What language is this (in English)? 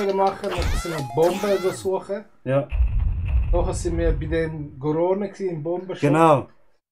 Swiss German